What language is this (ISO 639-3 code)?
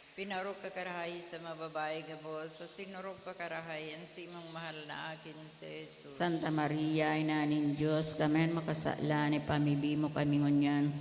bik